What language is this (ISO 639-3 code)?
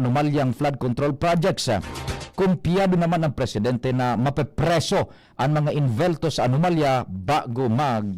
bik